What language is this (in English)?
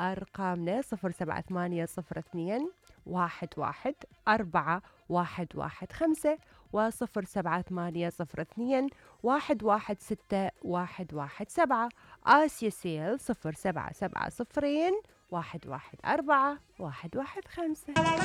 Mesopotamian Arabic